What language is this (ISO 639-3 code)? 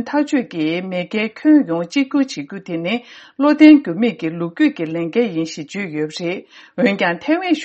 bod